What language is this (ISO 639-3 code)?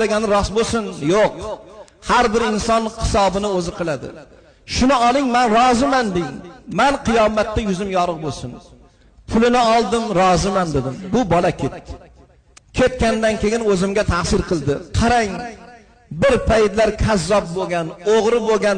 uzb